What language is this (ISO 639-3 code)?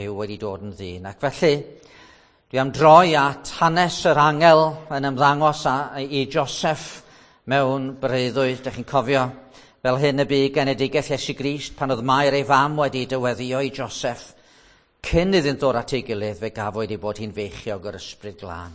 cym